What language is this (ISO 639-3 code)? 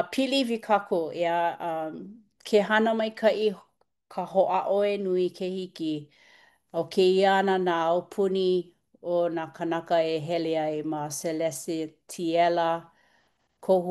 haw